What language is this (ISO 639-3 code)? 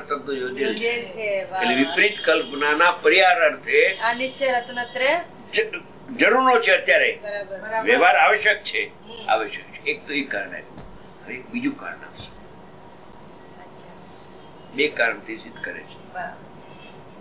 guj